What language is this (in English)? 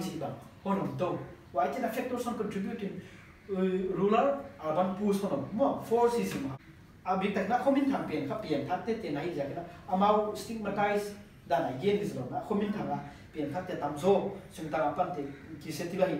Paite Chin